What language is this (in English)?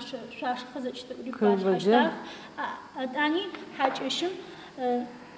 Adyghe